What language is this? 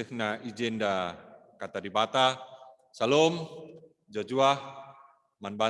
Batak Karo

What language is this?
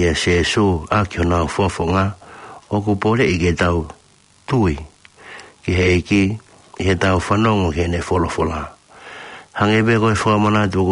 Tongan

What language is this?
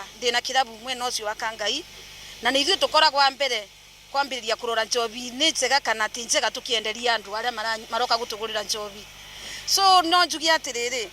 Kikuyu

